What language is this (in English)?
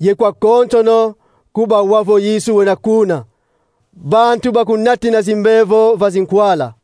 Kongo